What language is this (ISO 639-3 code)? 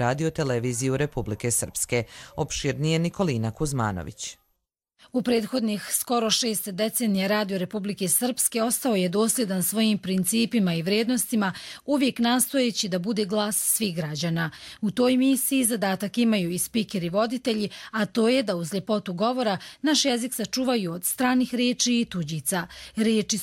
hrv